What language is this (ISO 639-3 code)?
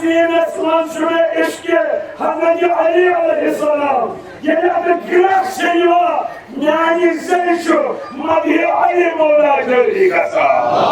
kas